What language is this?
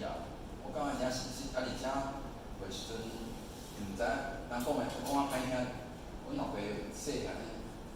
Min Nan Chinese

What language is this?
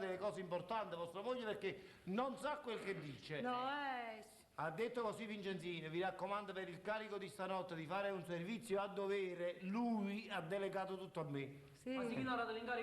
Neapolitan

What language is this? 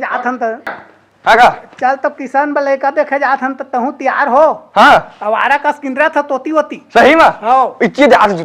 Chhattisgarhi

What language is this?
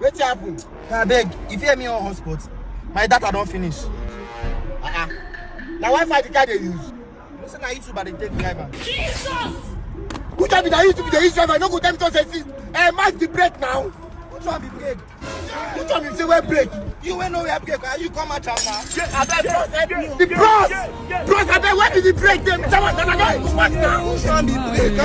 Nigerian Pidgin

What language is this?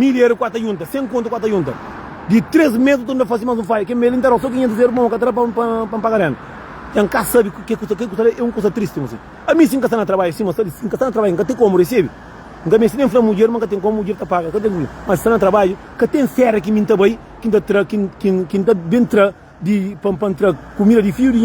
Kabuverdianu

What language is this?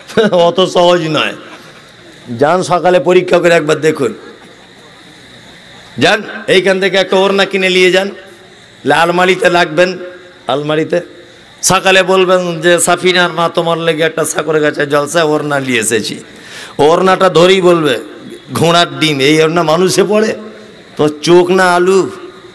Bangla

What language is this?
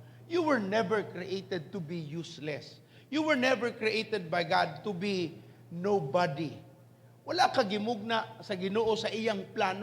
Cebuano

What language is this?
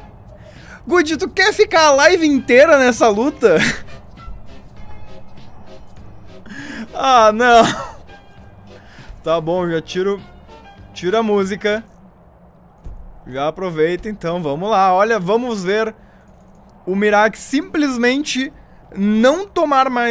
Portuguese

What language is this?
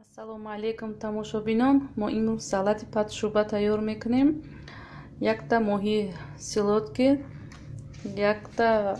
Tajik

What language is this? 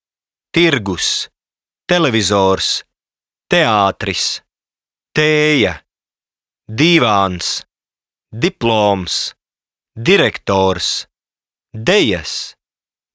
Latvian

